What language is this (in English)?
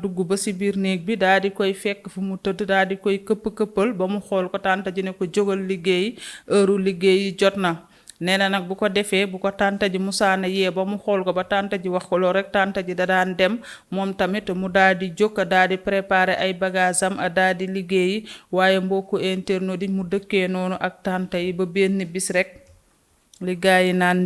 Wolof